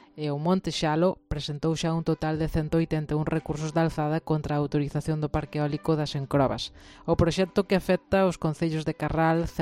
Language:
Galician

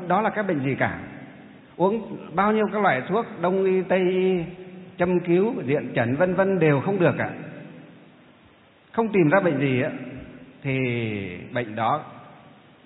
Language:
Vietnamese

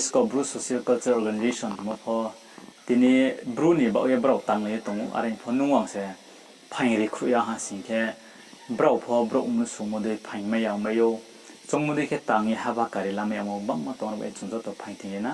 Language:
Riang (India)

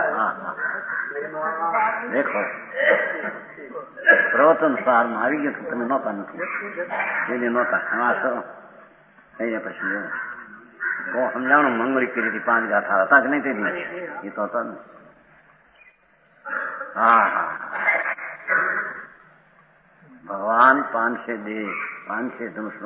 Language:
Gujarati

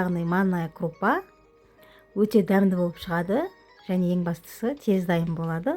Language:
Kazakh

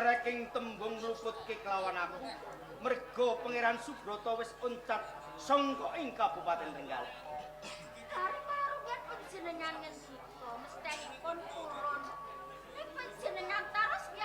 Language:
Javanese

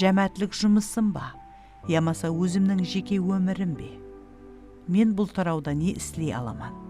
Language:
Kara-Kalpak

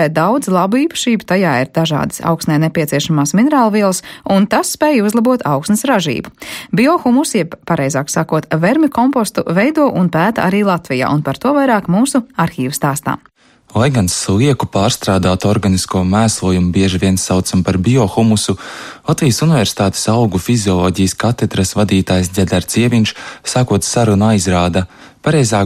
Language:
Latvian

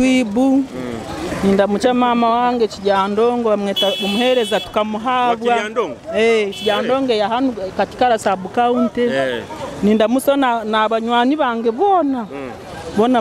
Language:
Nyoro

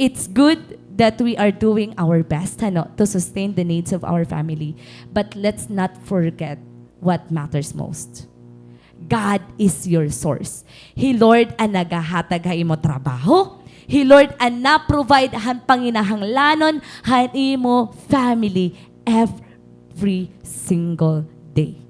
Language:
Waray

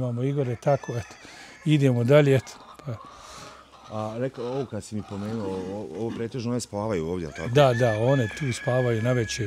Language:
Bosnian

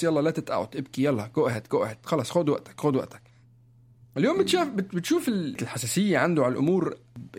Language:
North Levantine Arabic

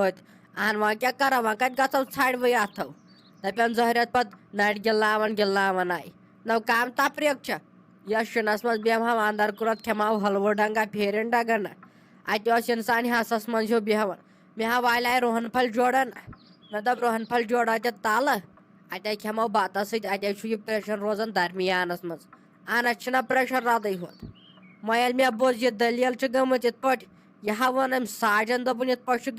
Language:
Kashmiri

